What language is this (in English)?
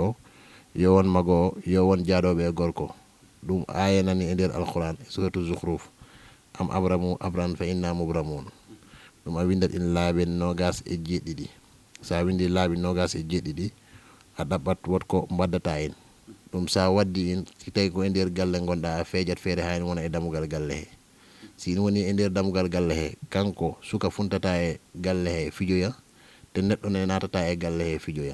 Fula